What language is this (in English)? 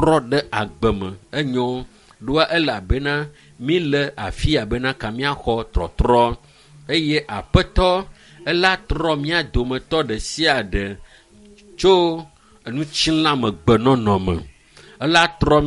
Ewe